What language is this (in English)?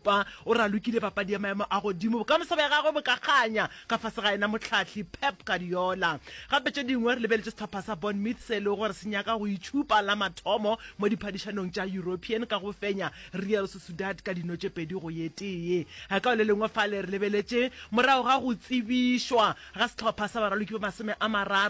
Northern Sotho